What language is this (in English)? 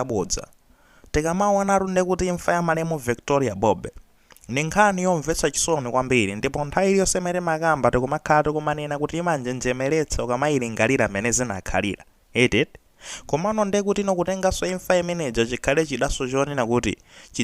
Nyanja